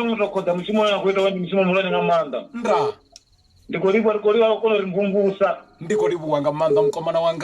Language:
Venda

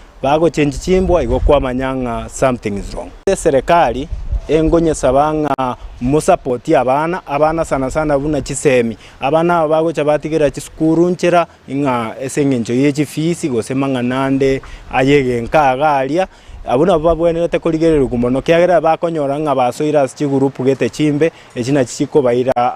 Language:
Gusii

